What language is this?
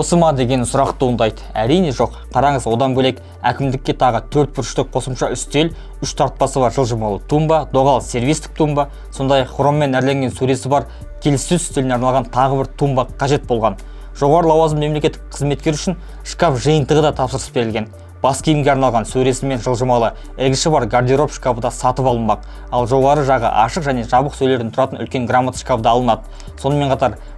Kazakh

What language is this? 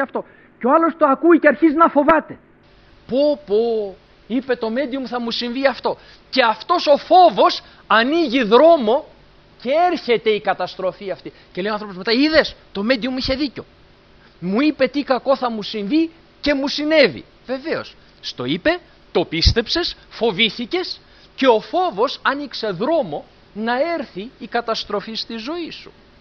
Greek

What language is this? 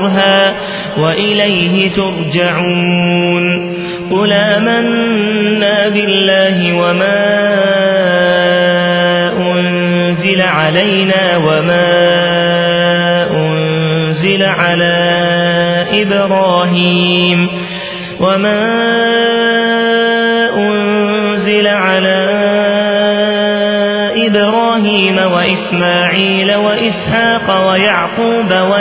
Arabic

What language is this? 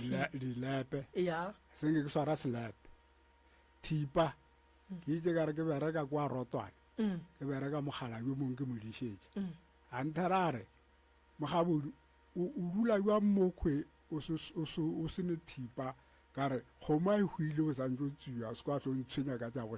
Northern Sotho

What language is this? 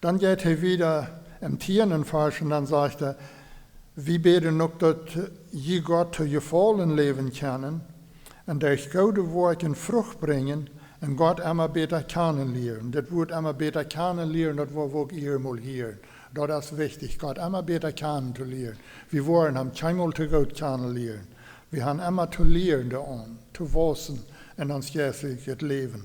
Plautdietsch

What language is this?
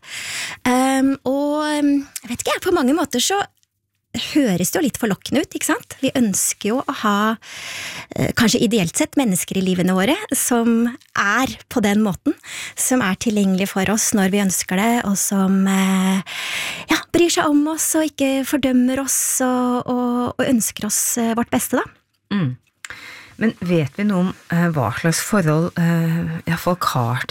Norwegian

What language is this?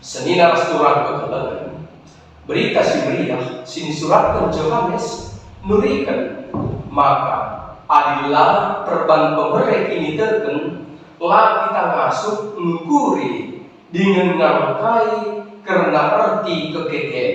Batak Karo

